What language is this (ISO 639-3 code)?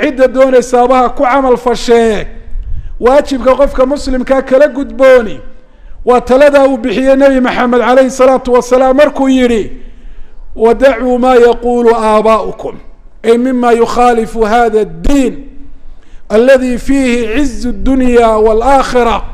som